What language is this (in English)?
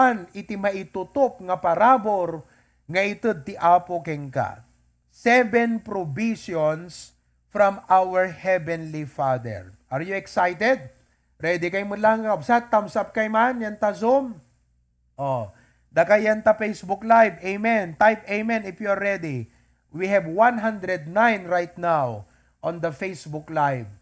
Iloko